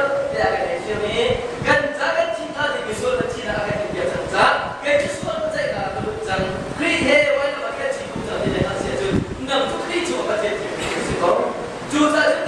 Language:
Hakha Chin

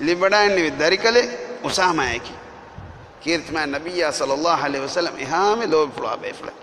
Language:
Divehi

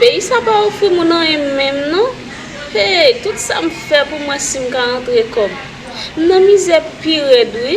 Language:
Haitian Creole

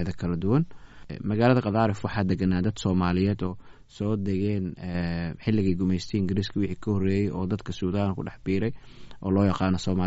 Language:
Somali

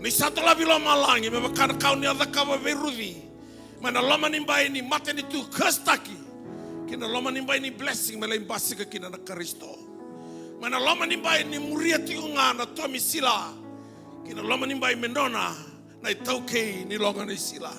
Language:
Fijian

